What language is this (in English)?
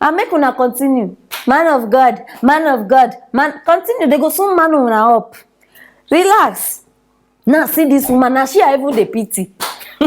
Nigerian Pidgin